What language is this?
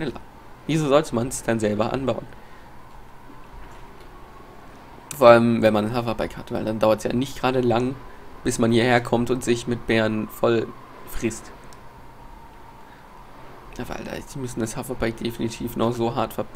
German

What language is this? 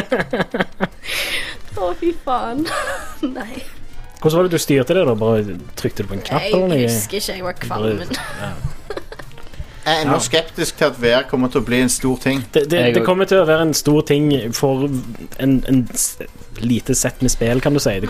Norwegian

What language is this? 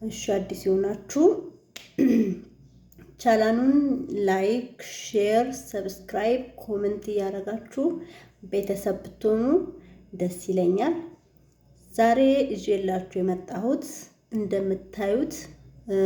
Amharic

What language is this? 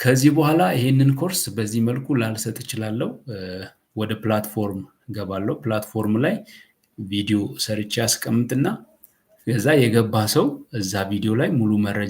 Amharic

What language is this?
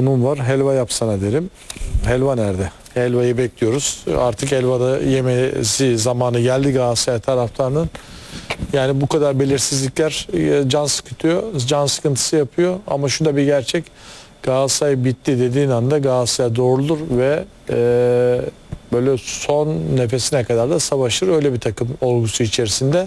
Turkish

